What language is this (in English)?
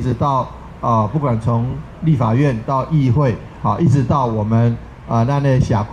Min Nan Chinese